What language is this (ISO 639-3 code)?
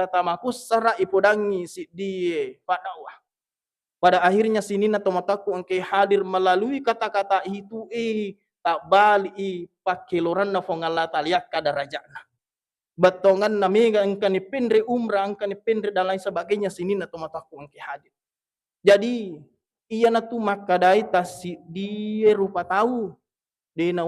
bug